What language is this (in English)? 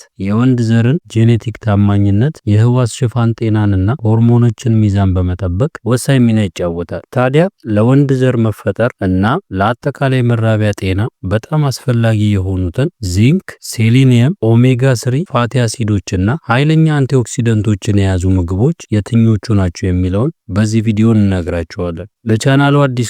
Amharic